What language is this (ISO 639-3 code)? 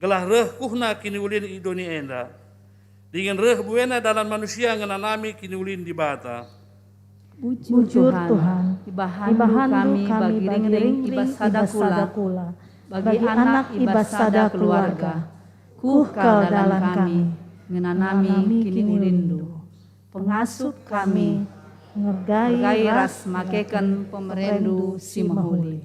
btx